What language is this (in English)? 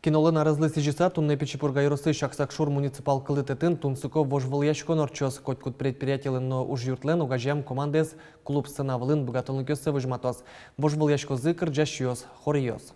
Udmurt